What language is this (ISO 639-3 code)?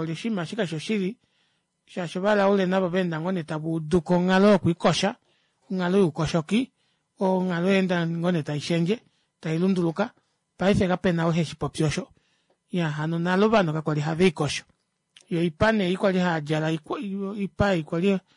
kua